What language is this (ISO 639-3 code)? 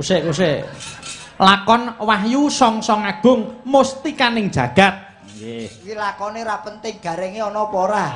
jav